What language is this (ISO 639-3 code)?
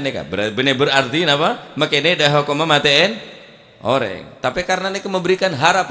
mad